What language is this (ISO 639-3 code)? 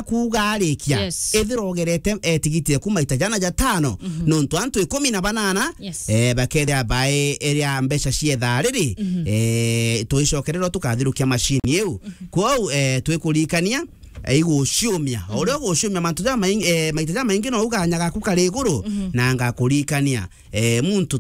mer